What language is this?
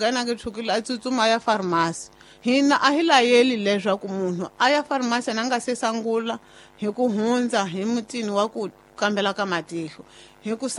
Tsonga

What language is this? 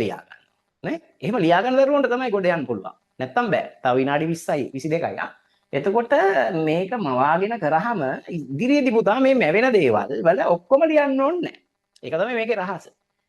Sinhala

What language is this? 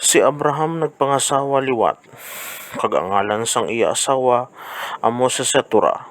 Hiligaynon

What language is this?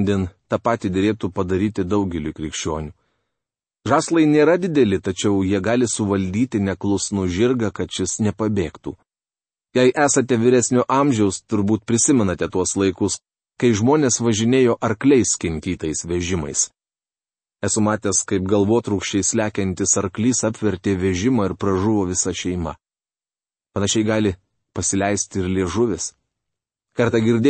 Lithuanian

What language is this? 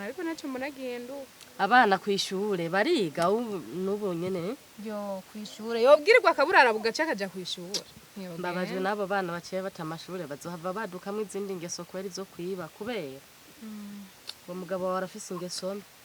Rundi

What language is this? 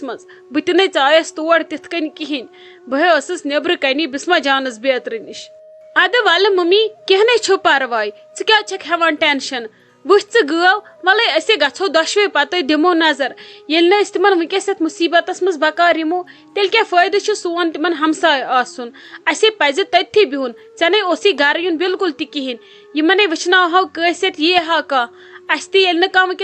Kashmiri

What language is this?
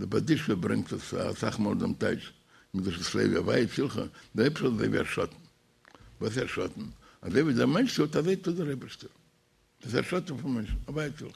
Yiddish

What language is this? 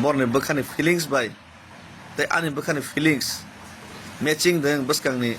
Kok Borok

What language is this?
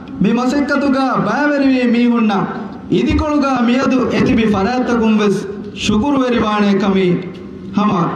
Divehi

